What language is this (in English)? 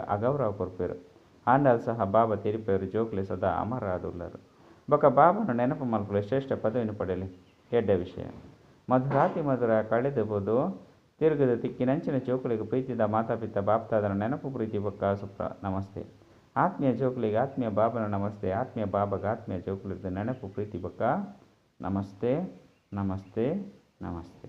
Tulu